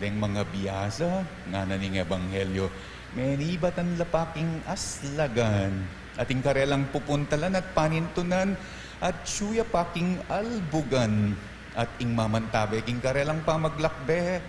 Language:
Pampanga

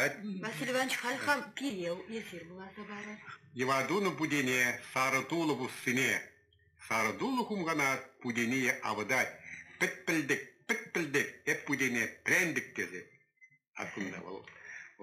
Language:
Chuvash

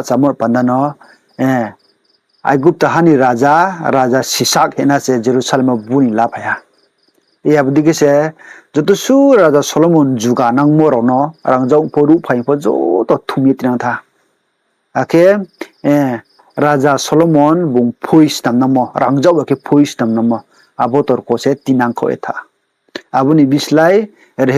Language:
Riang (India)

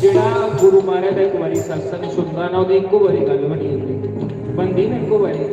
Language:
Dogri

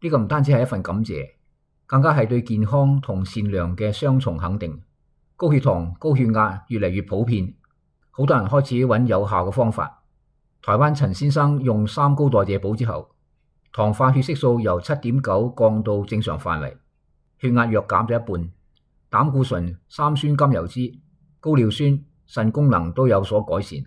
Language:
Cantonese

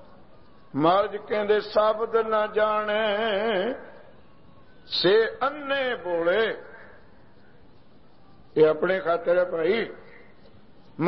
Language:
Punjabi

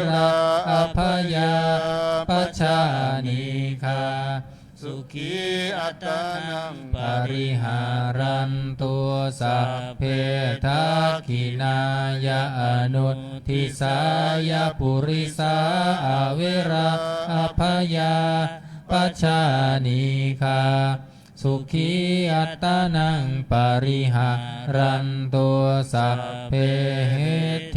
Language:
Pali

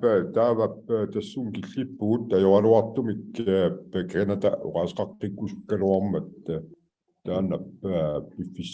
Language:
Inuktitut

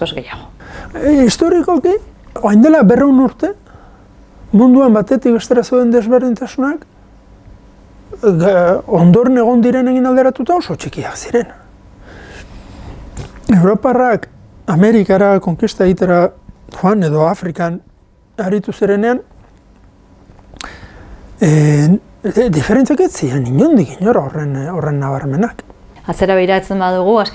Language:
Basque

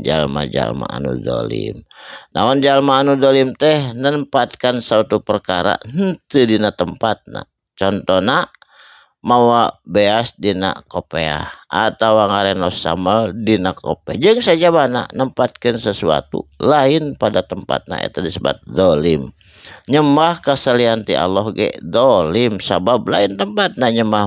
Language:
Sundanese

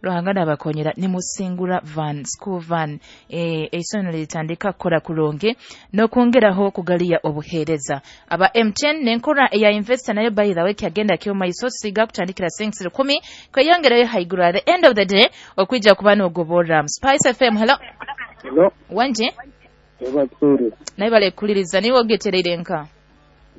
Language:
Nyoro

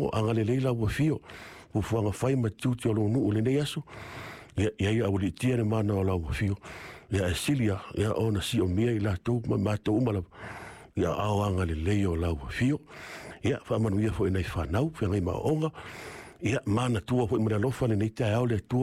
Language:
Samoan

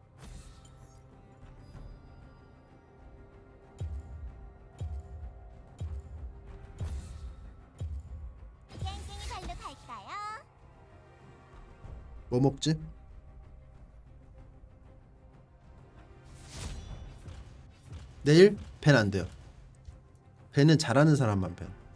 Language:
Korean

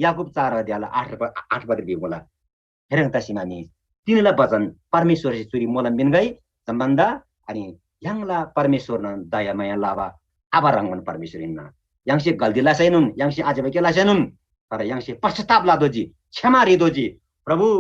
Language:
Eastern Tamang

